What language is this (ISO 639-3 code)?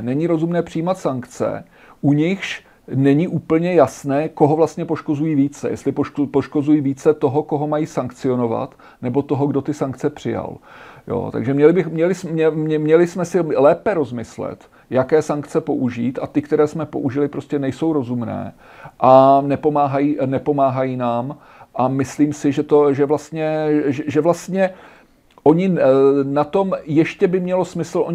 ces